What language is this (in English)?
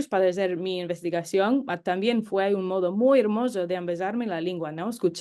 Ladino